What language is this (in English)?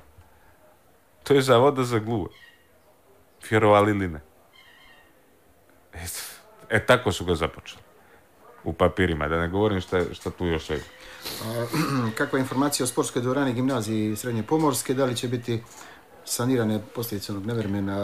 Croatian